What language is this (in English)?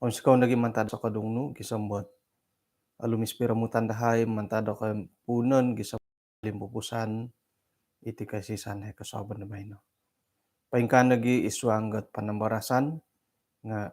Central Dusun